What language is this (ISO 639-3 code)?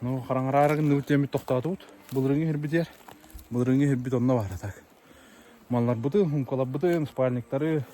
sah